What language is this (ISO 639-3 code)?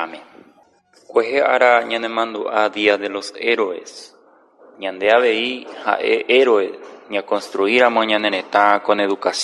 grn